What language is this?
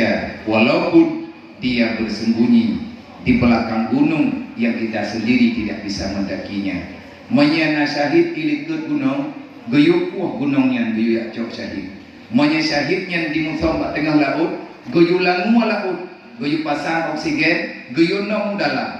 Achinese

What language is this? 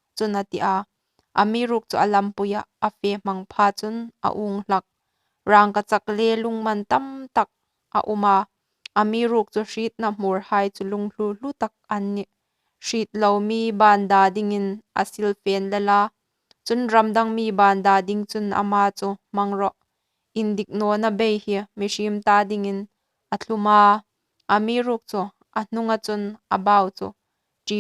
Hmar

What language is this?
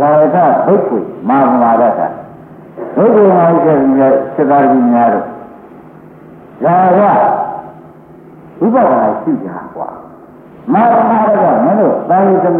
Burmese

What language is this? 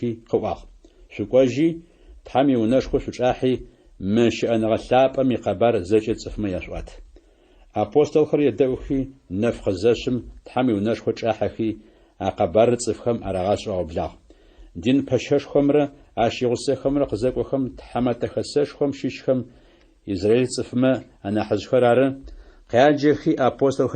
Adyghe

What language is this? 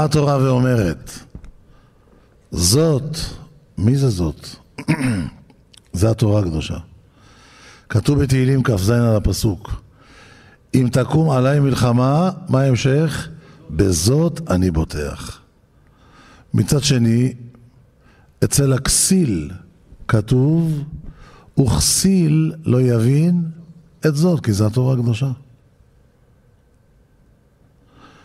Hebrew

